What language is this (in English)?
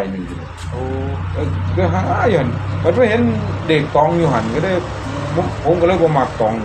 Northeastern Thai